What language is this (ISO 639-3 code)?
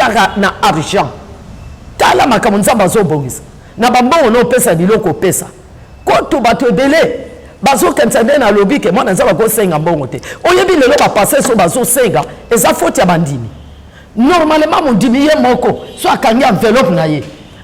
lin